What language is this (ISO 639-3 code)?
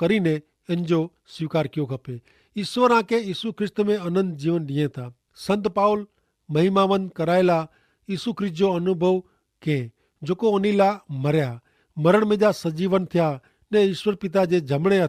kfr